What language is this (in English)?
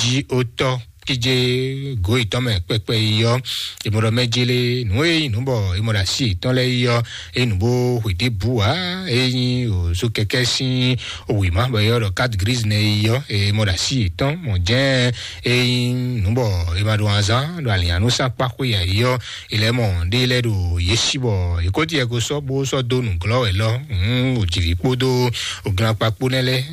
Fon